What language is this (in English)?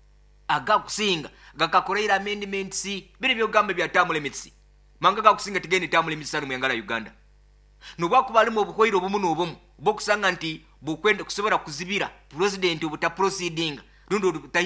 Nyoro